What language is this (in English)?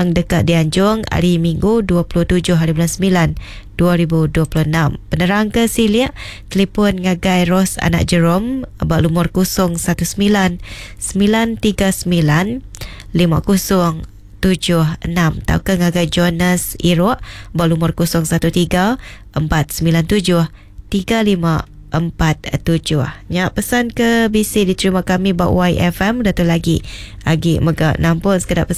Iban